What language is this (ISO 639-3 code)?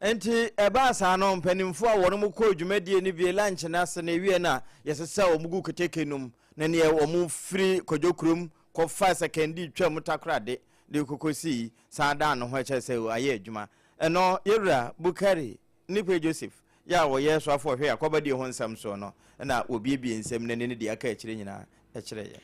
aka